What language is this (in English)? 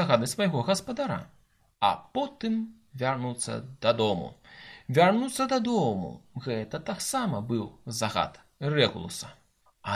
Belarusian